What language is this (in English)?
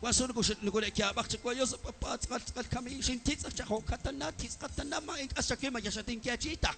Kekchí